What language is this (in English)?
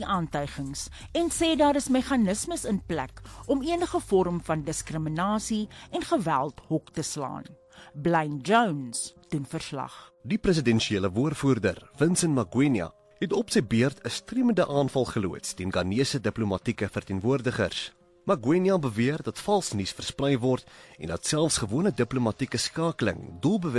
Afrikaans